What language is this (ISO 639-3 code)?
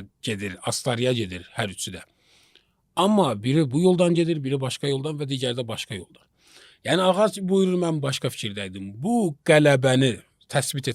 aze